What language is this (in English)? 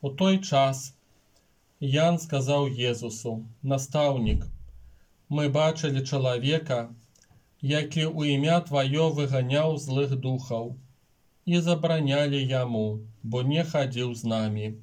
Belarusian